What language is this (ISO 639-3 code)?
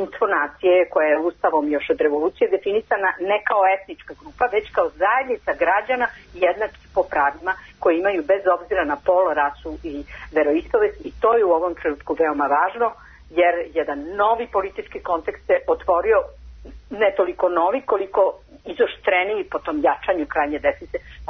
srp